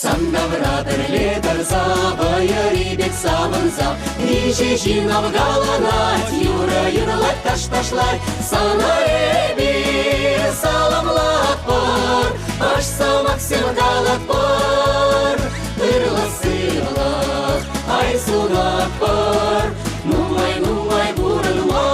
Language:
Chuvash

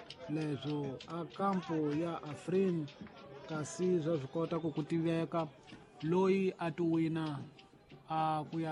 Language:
Tsonga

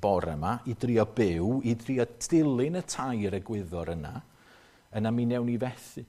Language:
Welsh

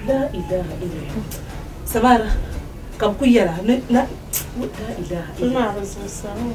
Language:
Dagbani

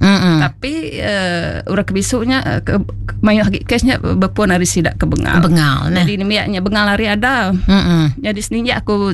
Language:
Iban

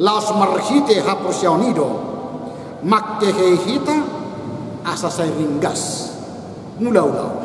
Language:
Batak Toba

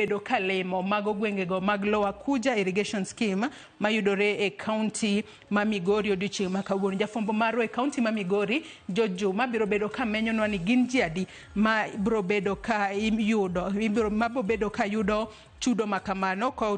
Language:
Luo (Kenya and Tanzania)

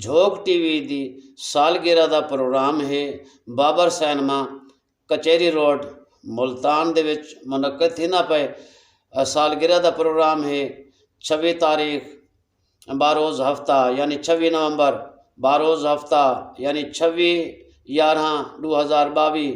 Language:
Saraiki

